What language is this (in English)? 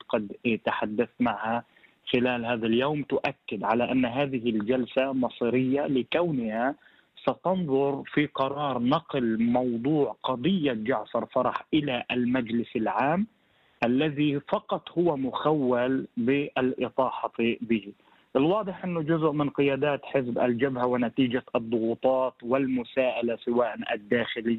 Arabic